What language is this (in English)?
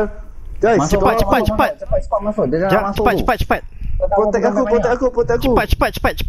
Malay